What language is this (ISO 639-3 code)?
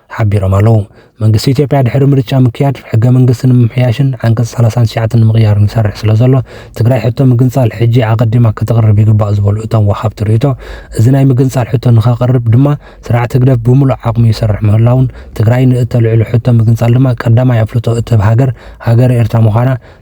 tir